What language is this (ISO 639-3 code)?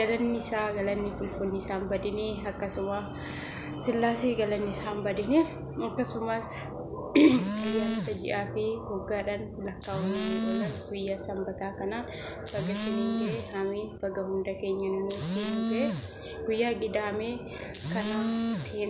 orm